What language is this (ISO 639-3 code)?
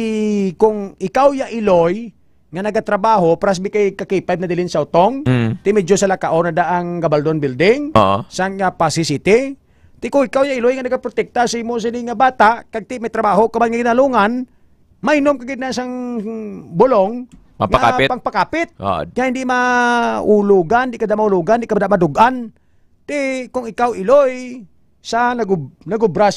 hil